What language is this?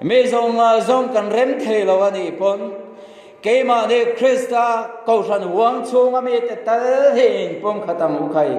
Mizo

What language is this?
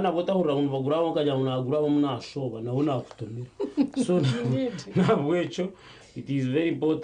Nyankole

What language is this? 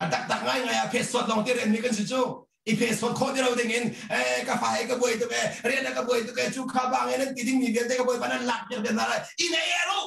Hakha Chin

